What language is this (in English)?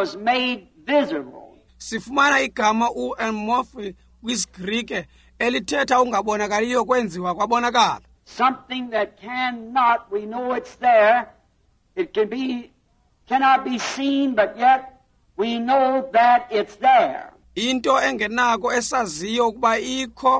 Xhosa